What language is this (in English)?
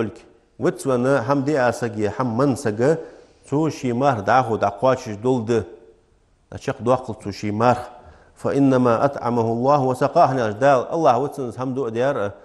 Ingush